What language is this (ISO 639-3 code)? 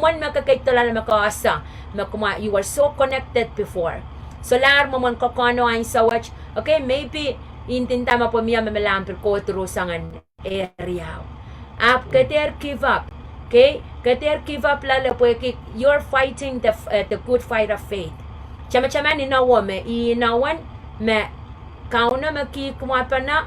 pon